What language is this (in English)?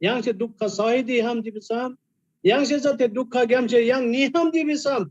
Eastern Tamang